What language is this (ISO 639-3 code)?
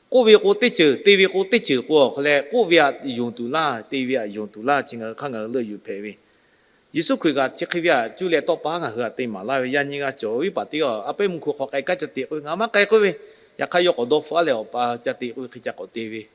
lhu